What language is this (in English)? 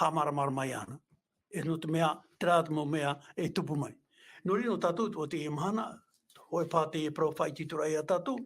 Tahitian